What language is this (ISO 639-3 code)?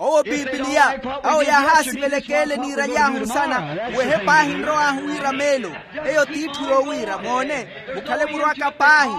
vmw